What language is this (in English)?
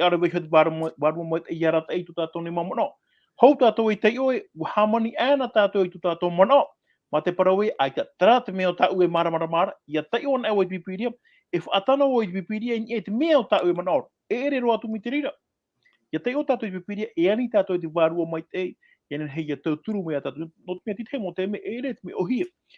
Tahitian